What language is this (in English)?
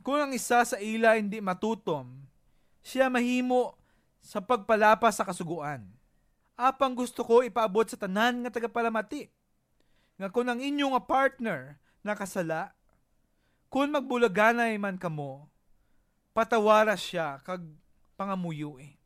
Hiligaynon